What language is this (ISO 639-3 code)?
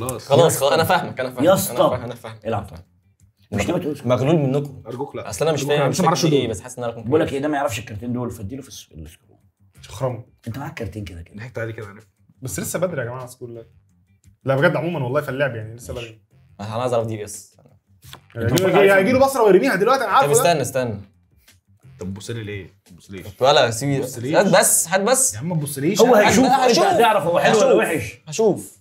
arz